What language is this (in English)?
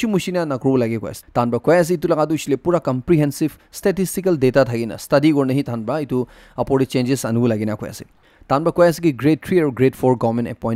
Naga Pidgin